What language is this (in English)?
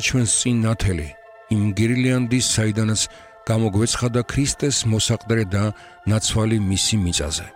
Georgian